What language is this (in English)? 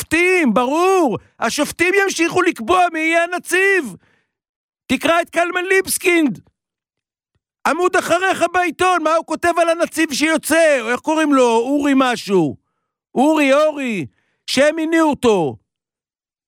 Hebrew